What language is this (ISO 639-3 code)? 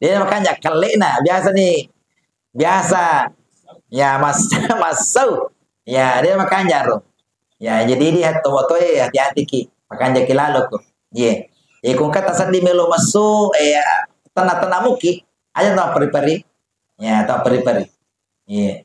bug